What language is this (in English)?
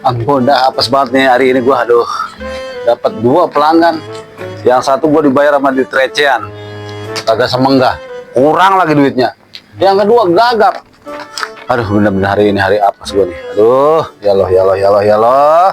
Betawi